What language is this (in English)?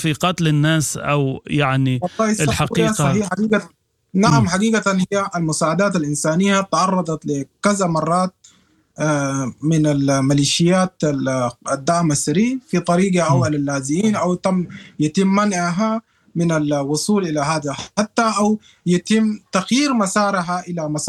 Sudanese Arabic